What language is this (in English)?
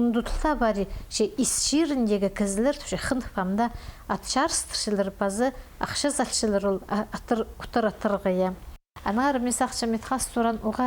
Khakas